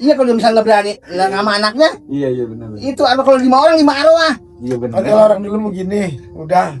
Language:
Betawi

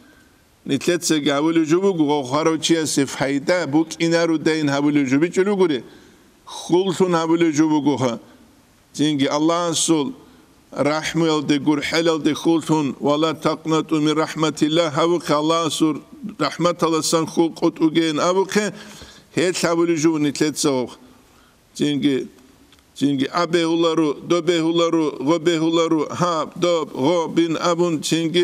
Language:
Avaric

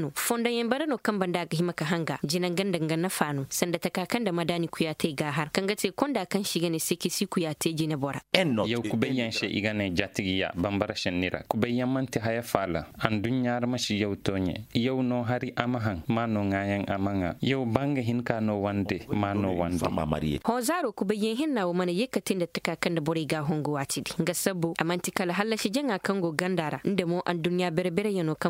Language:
Koyraboro Senni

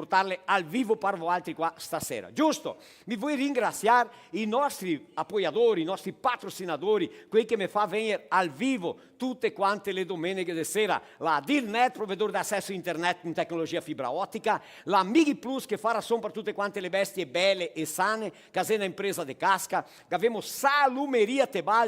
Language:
Venetian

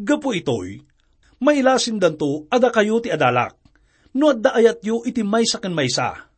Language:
Iloko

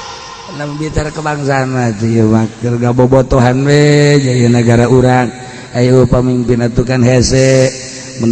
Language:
Sundanese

